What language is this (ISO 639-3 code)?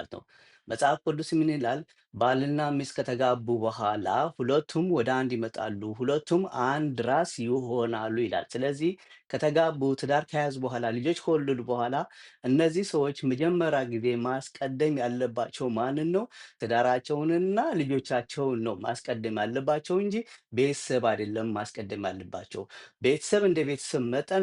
amh